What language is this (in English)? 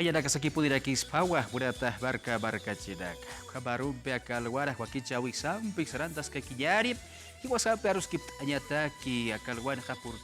Aymara